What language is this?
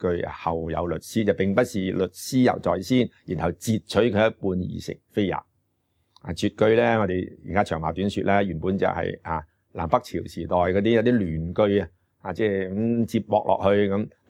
Cantonese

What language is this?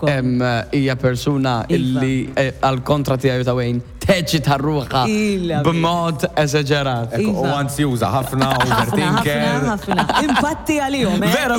Maltese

